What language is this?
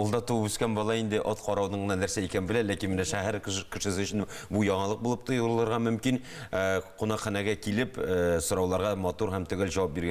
Tatar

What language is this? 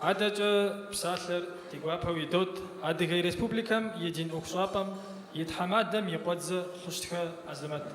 Kabardian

